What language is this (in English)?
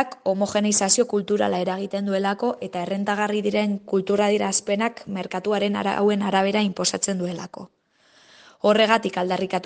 Basque